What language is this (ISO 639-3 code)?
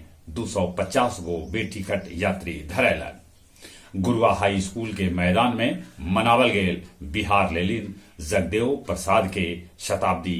mag